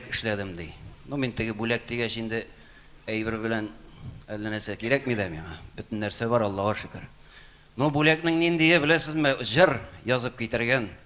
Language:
Tatar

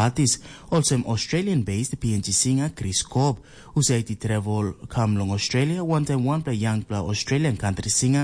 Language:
Tok Pisin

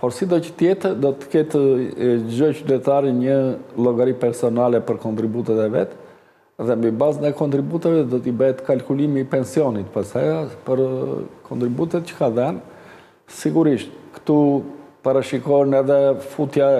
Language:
Albanian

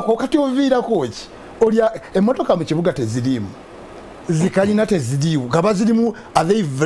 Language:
Ganda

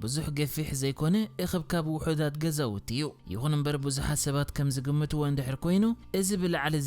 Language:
Tigrinya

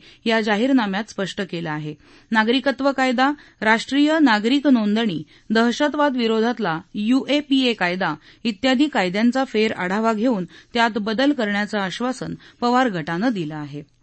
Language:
Marathi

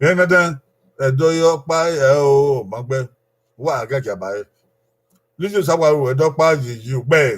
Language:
Bini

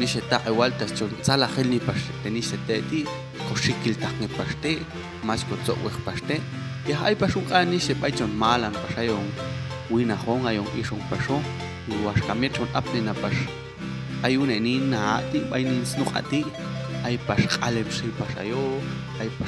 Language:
Popti'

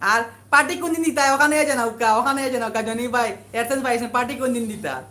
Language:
Sylheti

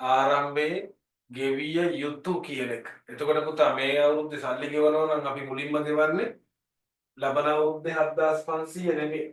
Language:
Sinhala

